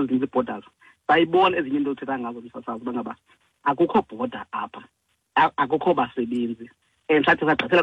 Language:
Xhosa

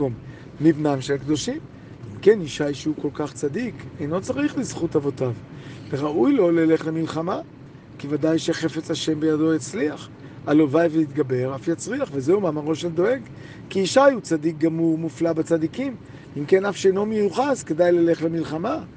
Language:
Hebrew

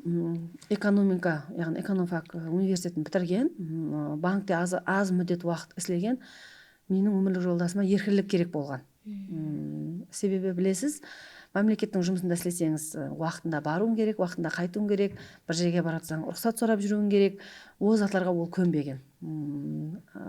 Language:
Kara-Kalpak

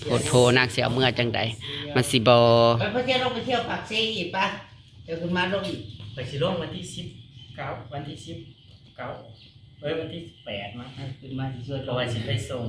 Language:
Northeastern Thai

